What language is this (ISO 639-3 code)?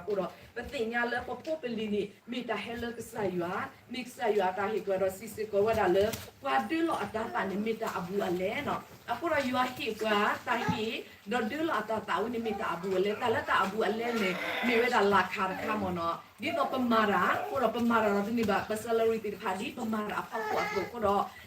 ksw